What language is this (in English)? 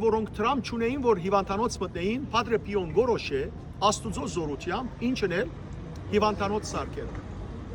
Western Armenian